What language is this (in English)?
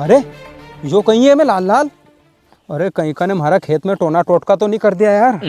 Rajasthani